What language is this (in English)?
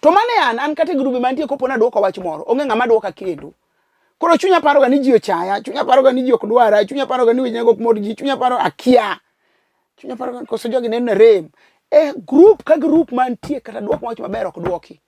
Luo (Kenya and Tanzania)